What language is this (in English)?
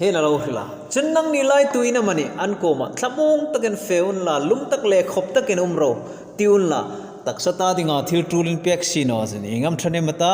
Hmar